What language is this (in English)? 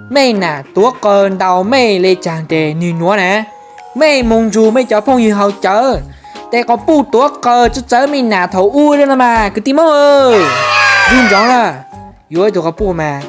Hmong